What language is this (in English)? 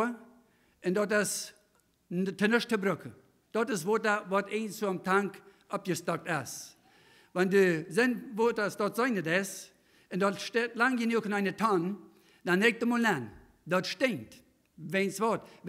Plautdietsch